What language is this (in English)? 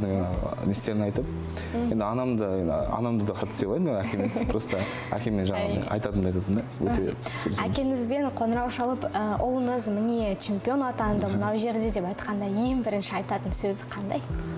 Kazakh